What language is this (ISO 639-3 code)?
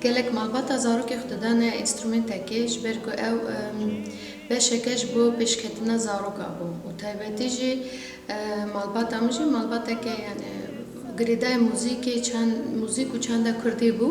kur